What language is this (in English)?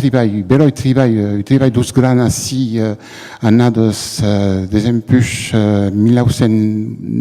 Occitan